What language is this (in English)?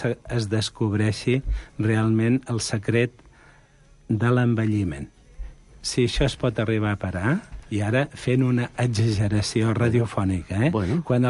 Catalan